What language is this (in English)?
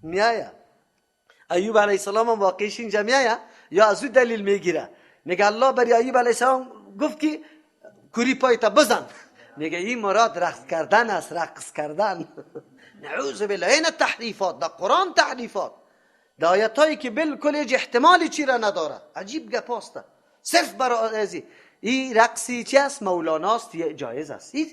Persian